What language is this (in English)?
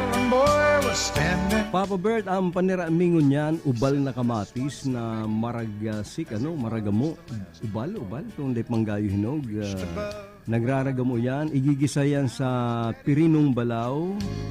Bikol